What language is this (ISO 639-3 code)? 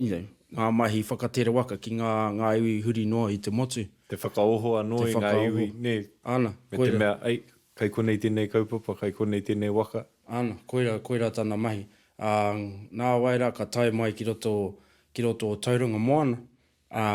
mri